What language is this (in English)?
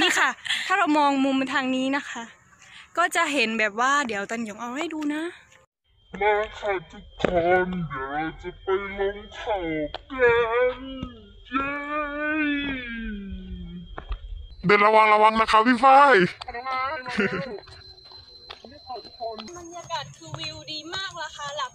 Thai